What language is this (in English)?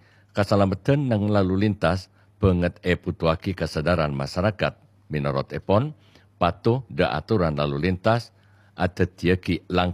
Madurese